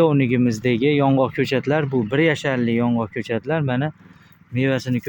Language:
Uzbek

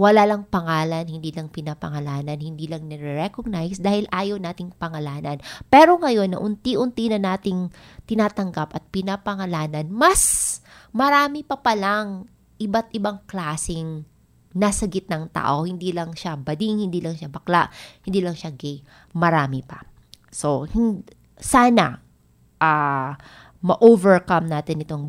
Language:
Filipino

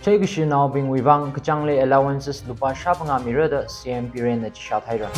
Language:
Tangkhul Naga (India)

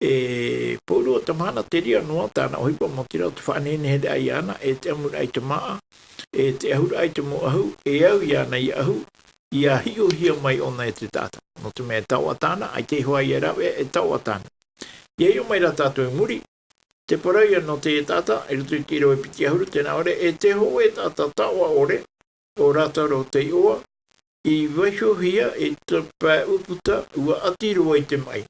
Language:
Tahitian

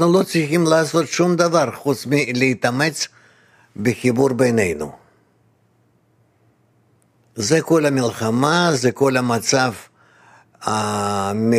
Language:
Hebrew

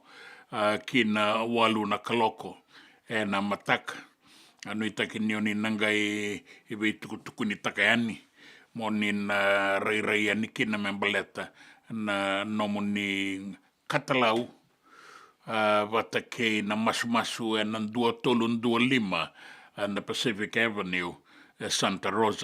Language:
Fijian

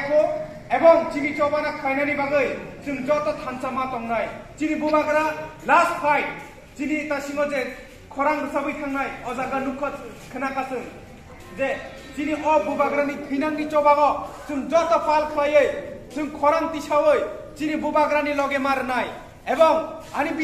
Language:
Kok Borok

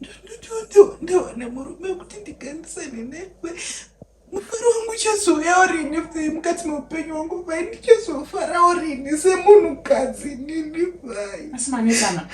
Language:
Shona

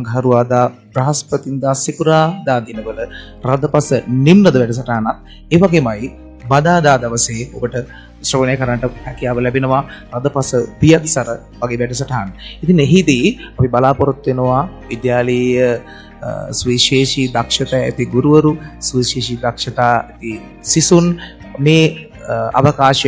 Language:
Sinhala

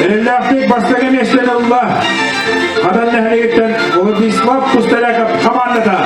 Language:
Yakut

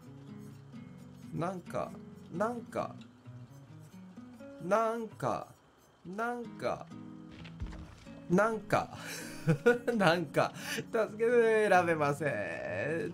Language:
Japanese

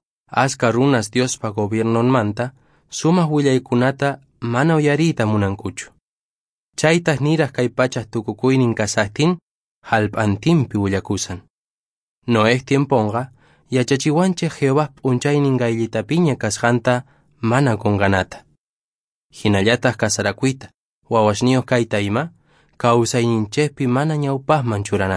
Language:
Quechua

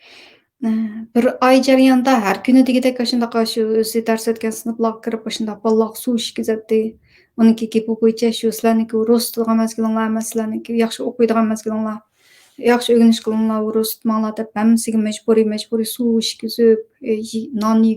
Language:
Uyghur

